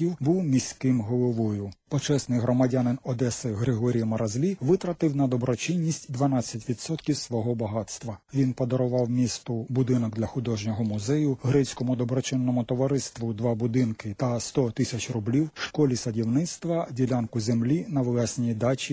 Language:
Ukrainian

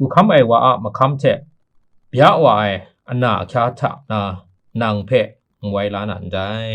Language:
Kachin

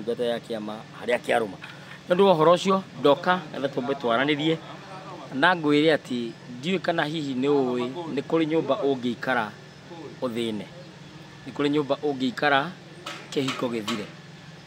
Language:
Kikuyu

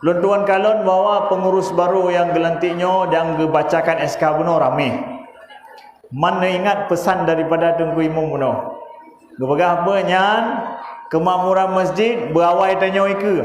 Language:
Achinese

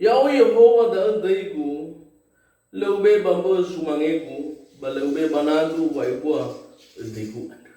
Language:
Nias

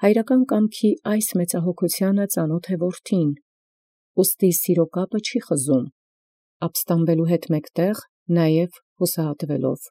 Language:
Armenian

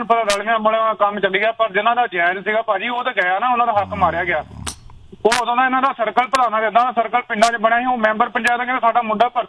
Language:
Punjabi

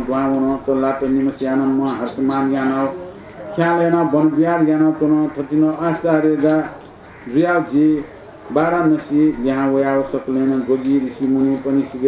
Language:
Newari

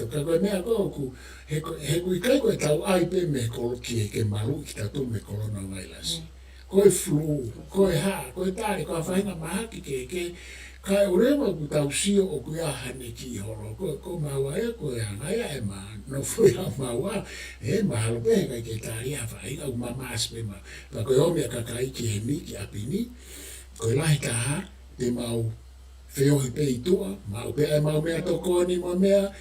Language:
Tongan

